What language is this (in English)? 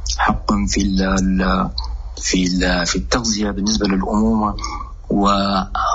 Sudanese Arabic